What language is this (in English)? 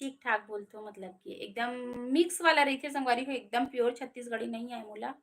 Chhattisgarhi